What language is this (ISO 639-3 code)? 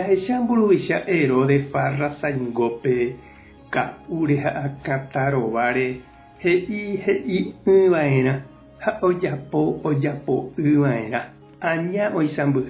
grn